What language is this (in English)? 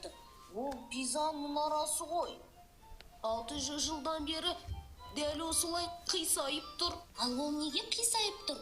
Kazakh